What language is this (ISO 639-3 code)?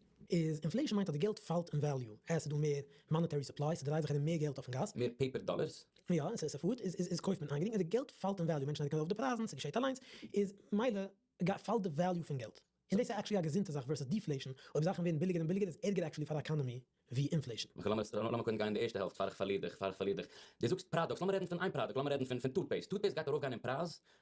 yid